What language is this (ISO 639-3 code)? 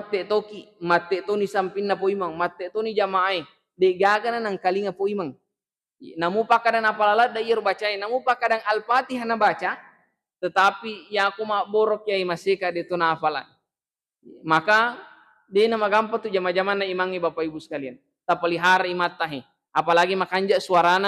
bug